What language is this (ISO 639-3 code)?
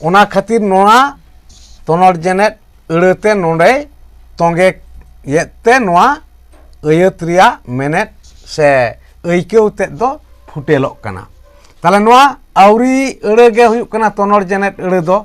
sat